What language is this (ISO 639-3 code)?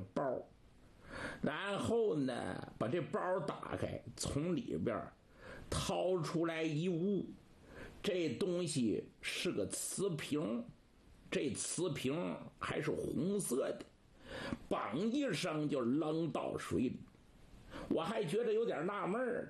zho